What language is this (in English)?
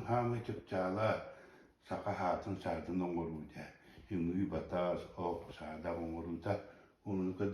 Yakut